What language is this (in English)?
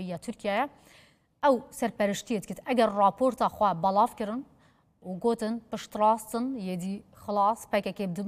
Kurdish